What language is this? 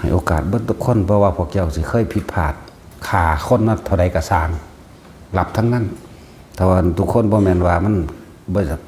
Northeastern Thai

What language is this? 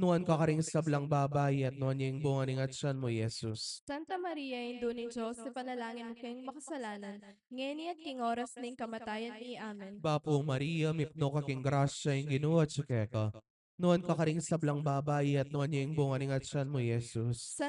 Pampanga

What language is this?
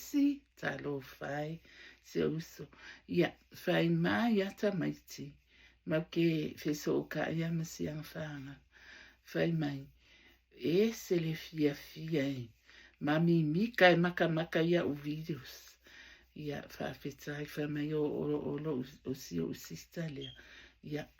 Samoan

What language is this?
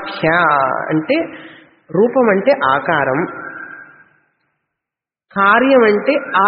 Telugu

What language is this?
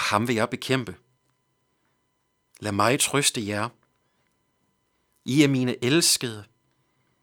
Danish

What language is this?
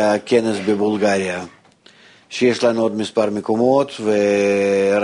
Hebrew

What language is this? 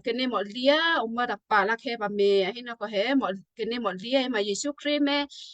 Western Kayah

